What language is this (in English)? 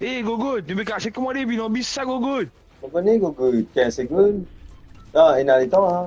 Morisyen